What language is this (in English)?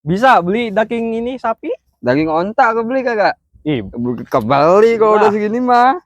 Betawi